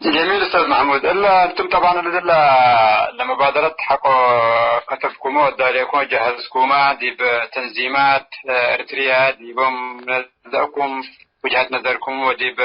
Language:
Tigre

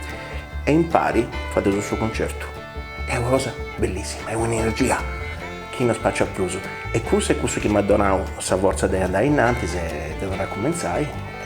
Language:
Sardinian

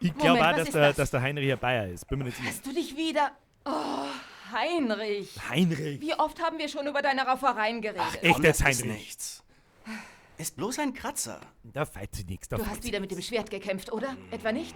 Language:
Bavarian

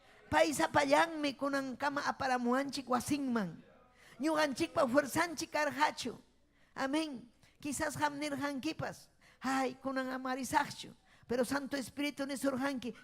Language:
Ayacucho Quechua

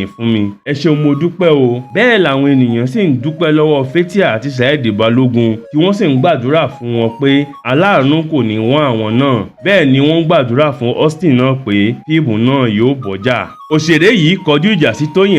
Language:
Yoruba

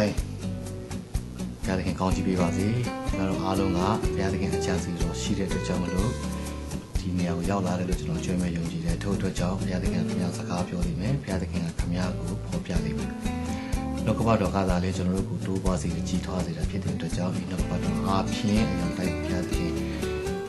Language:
Burmese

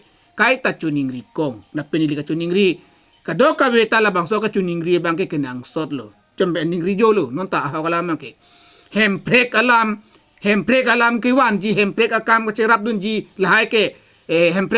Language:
Karbi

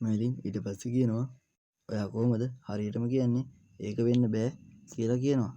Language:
Sinhala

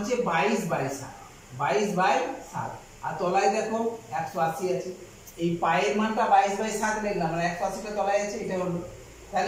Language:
Bangla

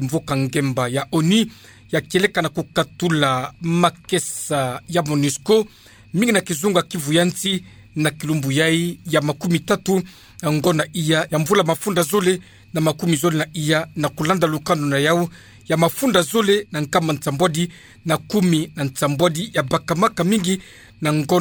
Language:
Kituba (Democratic Republic of Congo)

